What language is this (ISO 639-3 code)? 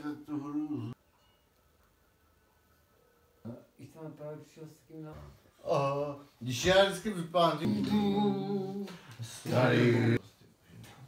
ces